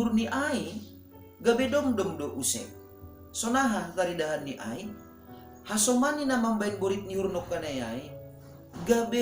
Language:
Batak Simalungun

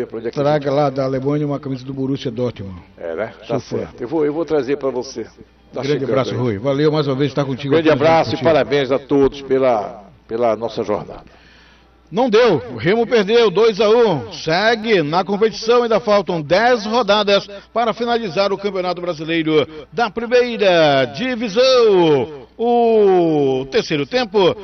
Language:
Portuguese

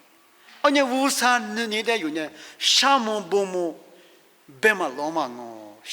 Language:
Lisu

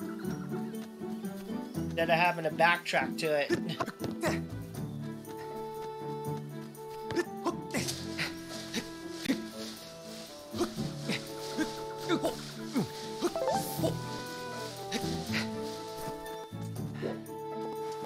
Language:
English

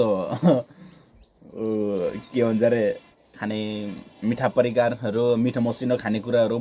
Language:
Nepali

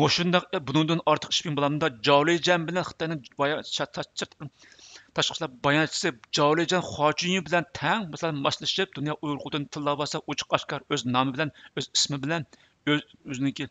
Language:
Uyghur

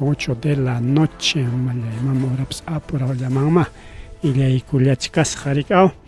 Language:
Ayacucho Quechua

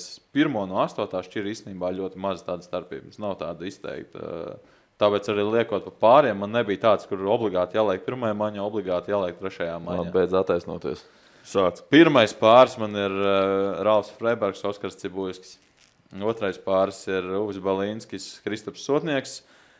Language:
Latvian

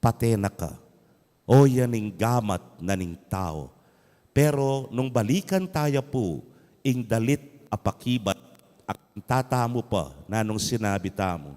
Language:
Pampanga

